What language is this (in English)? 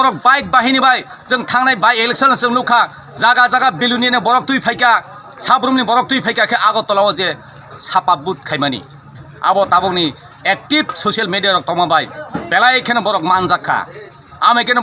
Kok Borok